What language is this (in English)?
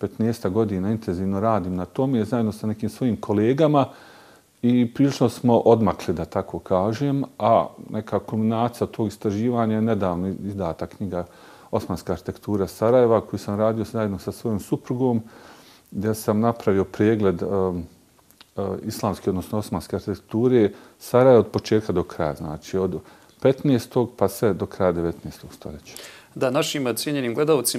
Bosnian